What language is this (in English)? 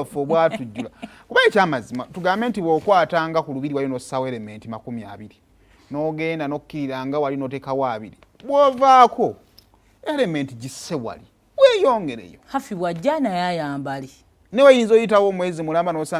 Ganda